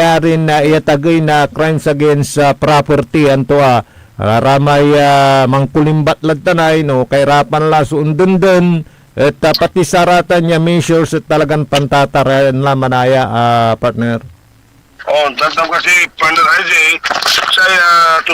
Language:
Pangasinan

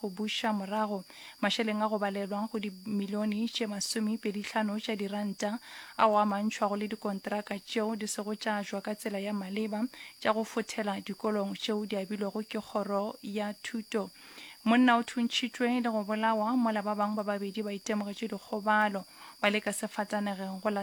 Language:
Northern Sotho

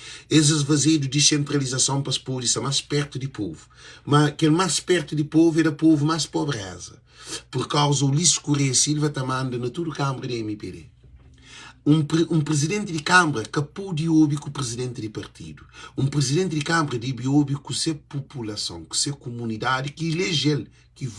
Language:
Kabuverdianu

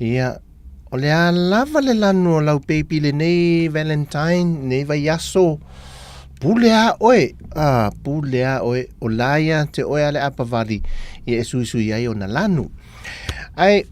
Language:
Samoan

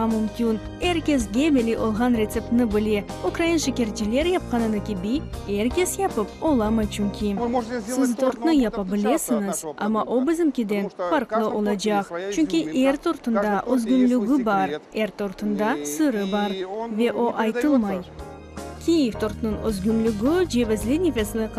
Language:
Crimean Tatar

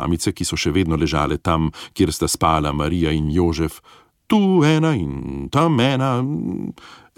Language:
Slovenian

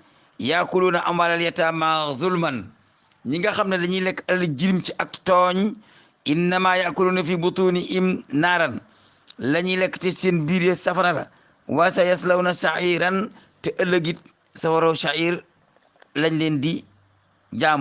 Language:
Wolof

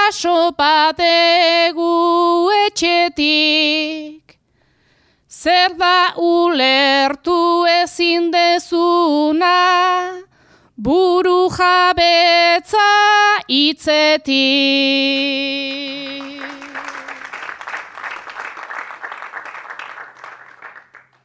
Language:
Basque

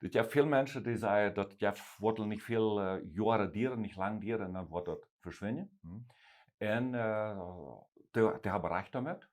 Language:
Plautdietsch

